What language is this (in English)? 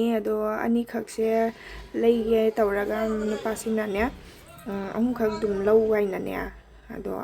Manipuri